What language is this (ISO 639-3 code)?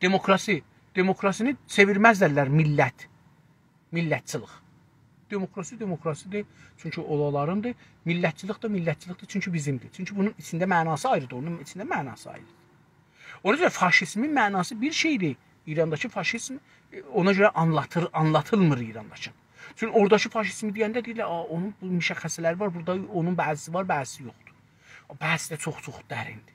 azb